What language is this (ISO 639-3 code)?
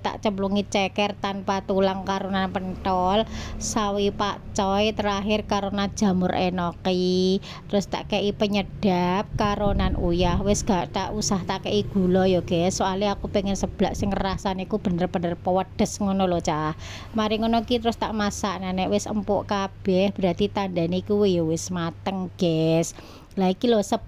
jav